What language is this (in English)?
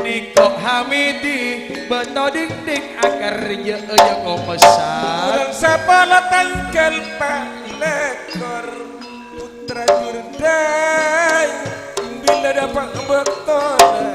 Madurese